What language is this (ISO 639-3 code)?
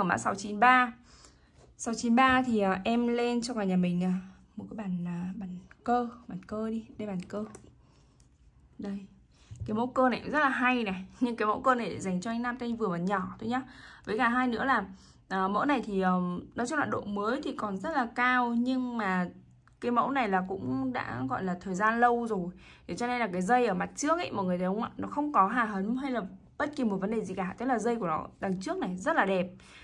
vie